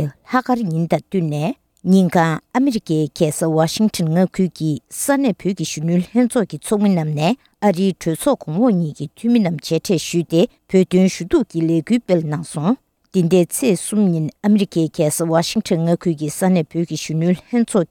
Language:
Tibetan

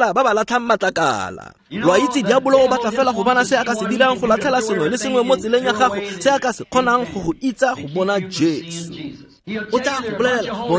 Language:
Tswana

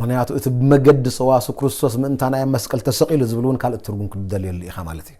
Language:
Tigrinya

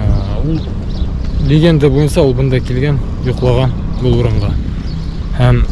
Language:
Bashkir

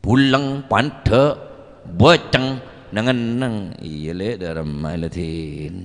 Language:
Madurese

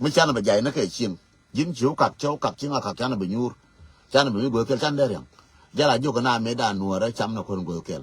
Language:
Nuer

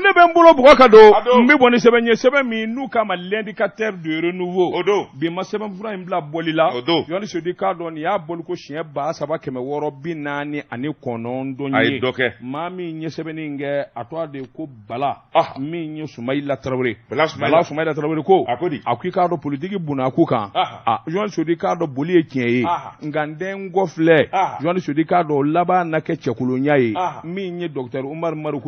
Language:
Bambara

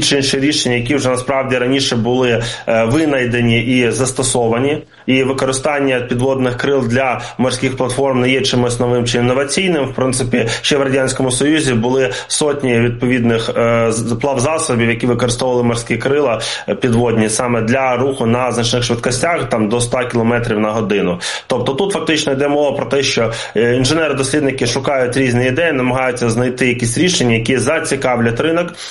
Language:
Ukrainian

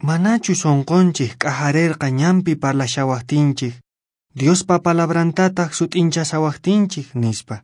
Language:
Quechua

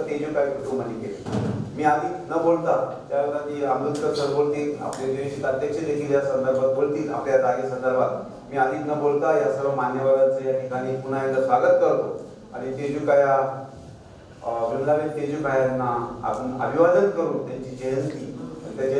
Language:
Marathi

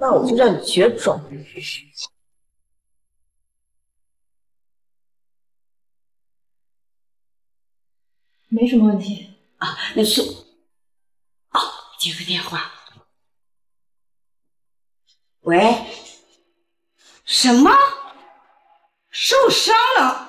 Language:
Chinese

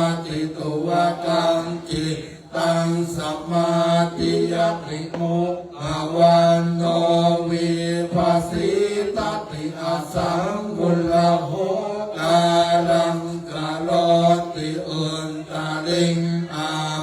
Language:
Pali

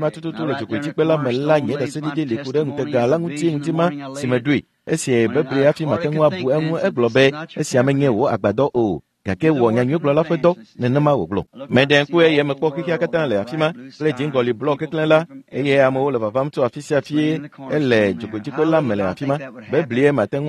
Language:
Ewe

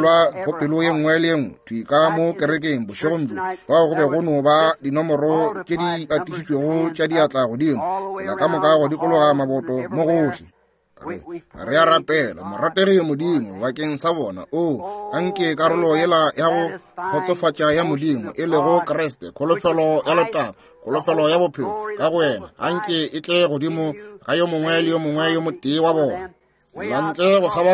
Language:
Northern Sotho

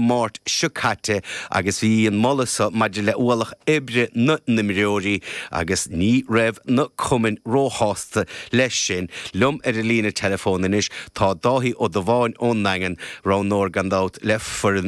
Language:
Irish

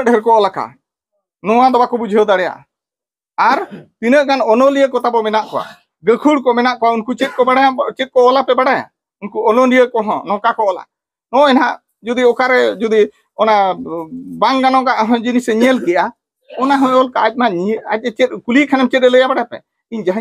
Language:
Santali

